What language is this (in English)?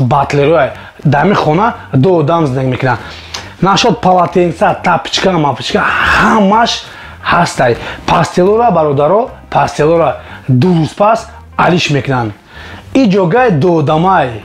Tajik